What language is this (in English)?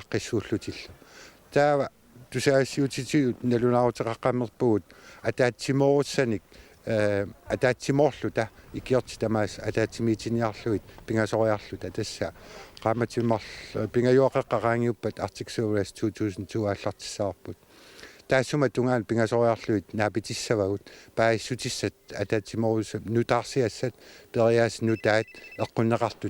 Kalaallisut